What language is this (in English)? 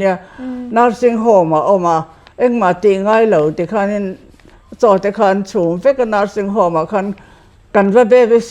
Mizo